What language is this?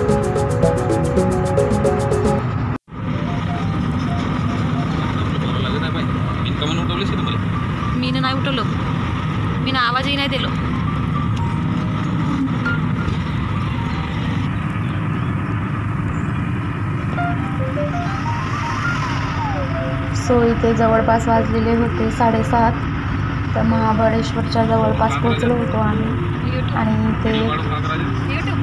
Marathi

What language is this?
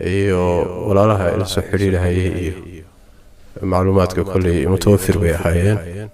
Somali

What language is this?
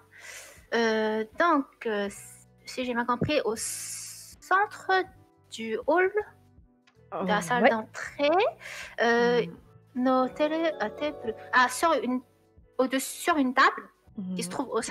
French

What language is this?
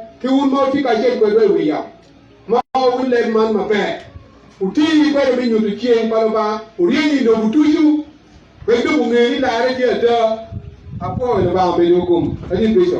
Acoli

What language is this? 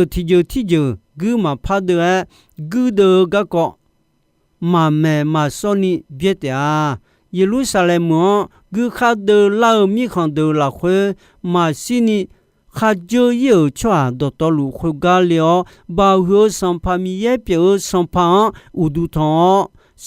Akha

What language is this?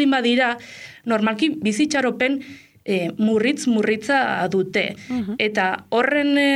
Basque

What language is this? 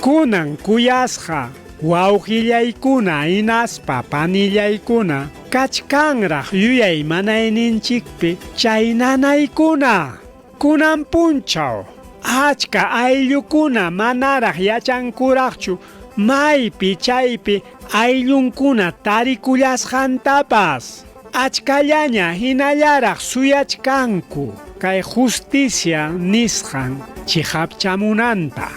Ayacucho Quechua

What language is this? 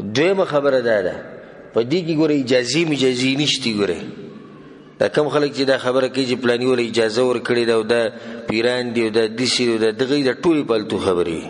Pashto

